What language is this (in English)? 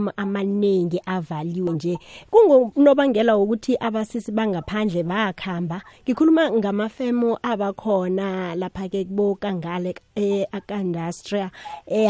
South Ndebele